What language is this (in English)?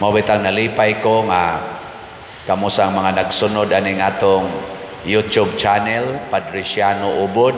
Cebuano